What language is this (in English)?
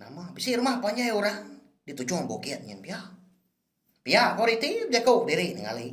Iban